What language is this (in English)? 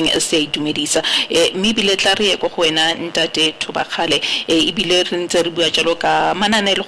Tswana